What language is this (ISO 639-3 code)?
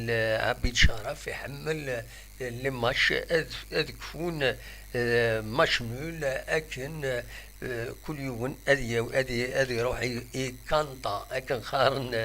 kab